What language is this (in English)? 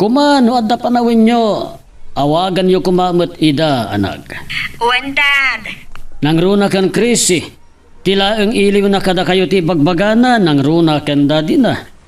Iloko